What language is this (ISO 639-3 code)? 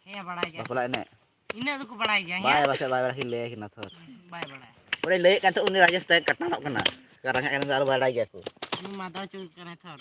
sat